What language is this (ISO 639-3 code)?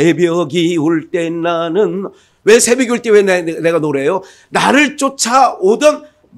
kor